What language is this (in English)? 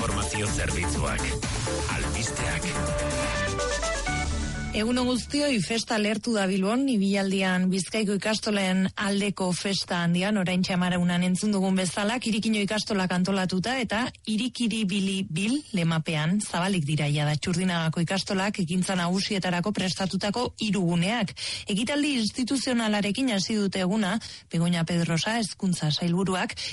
Basque